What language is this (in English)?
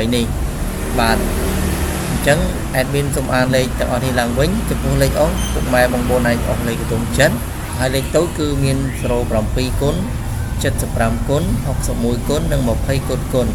Khmer